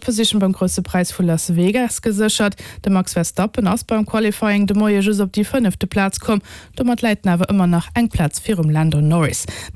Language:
Luxembourgish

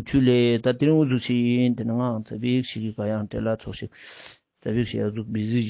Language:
Ladakhi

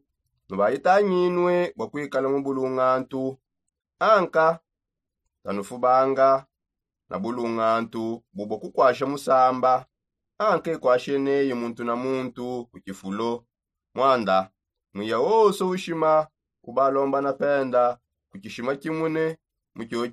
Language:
Songe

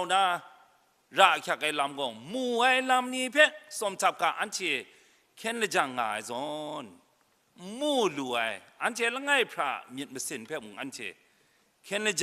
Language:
Kachin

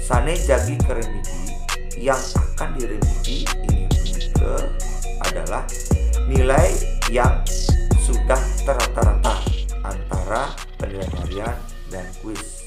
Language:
Balinese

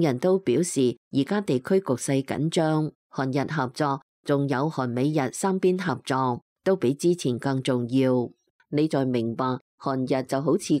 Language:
Cantonese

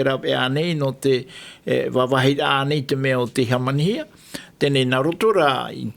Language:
Tahitian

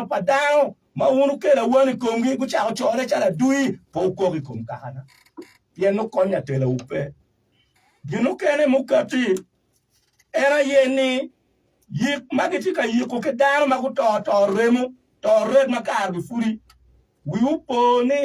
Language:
Acoli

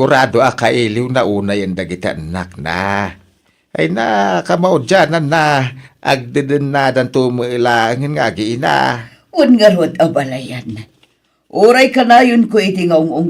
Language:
Iloko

